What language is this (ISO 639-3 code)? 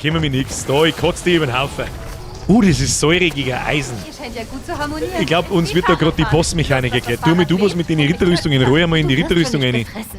bar